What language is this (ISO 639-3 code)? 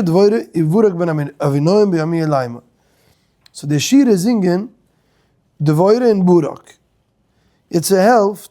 yid